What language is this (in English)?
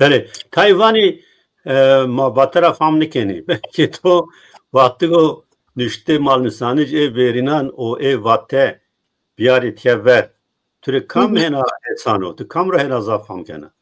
Zaza